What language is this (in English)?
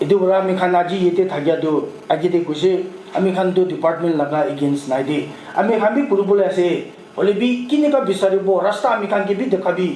Naga Pidgin